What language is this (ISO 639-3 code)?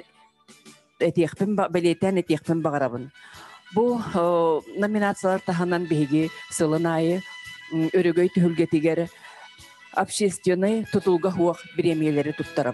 sah